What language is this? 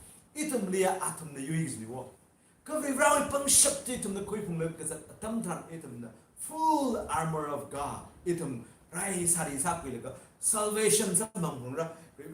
Tangkhul Naga (India)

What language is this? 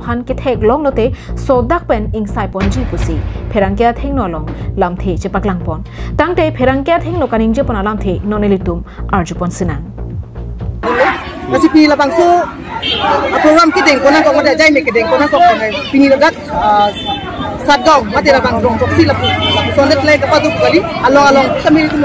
Karbi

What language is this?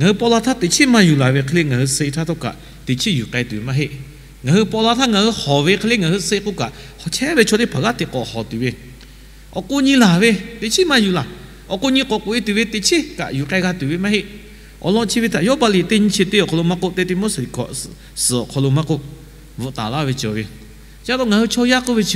Lahu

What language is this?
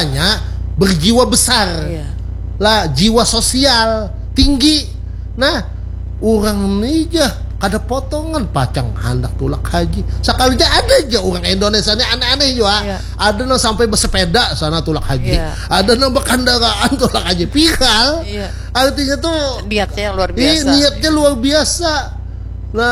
Banjar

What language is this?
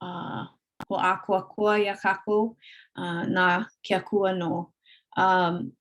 Hawaiian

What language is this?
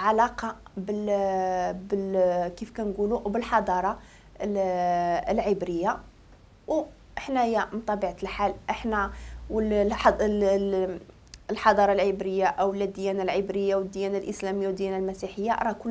Moroccan Arabic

